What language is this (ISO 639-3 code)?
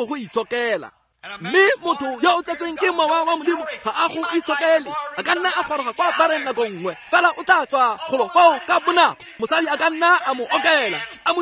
tsn